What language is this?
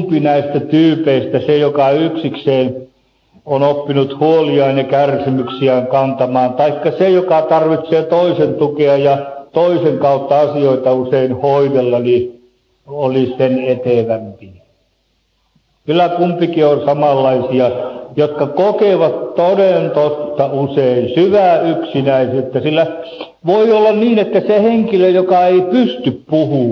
Finnish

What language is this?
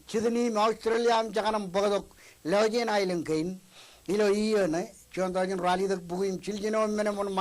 Marshallese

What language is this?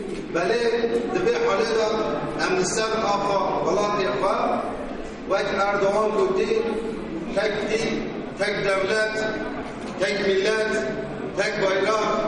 Kurdish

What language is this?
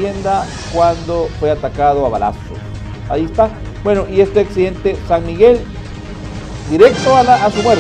Spanish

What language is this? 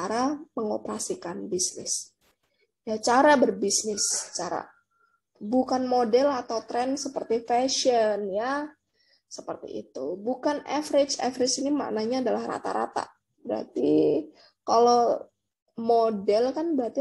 Indonesian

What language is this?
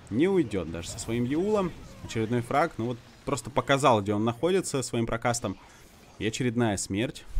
Russian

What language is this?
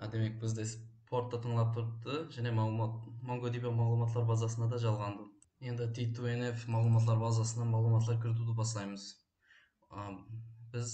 Kara-Kalpak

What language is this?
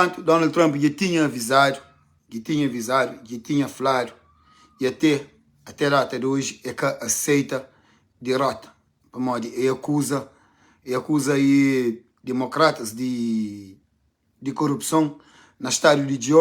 Kabuverdianu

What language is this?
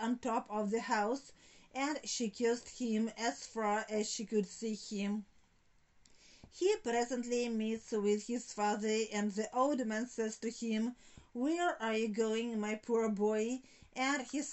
English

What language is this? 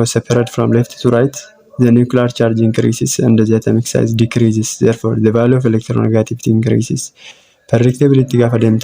Oromo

